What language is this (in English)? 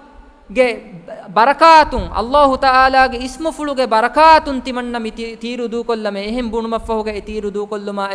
Divehi